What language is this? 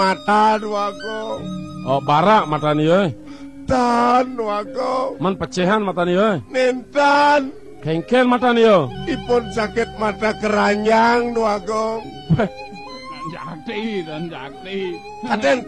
Balinese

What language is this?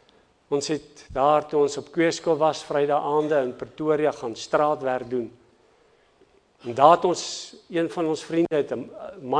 Afrikaans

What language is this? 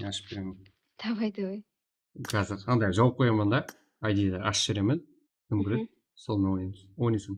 Kara-Kalpak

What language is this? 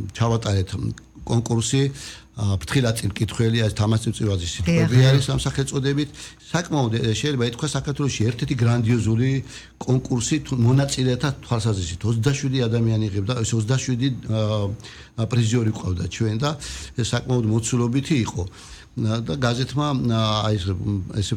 Georgian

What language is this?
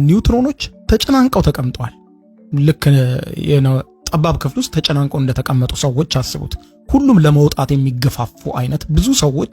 Amharic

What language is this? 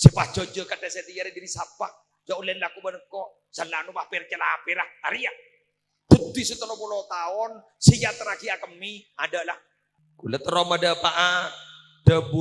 Madurese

